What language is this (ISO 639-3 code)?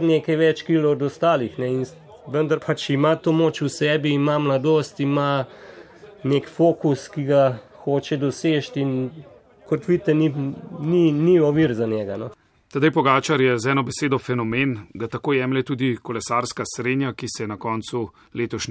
slv